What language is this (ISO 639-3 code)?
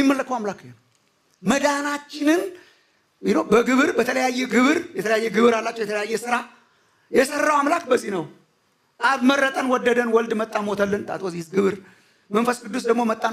amh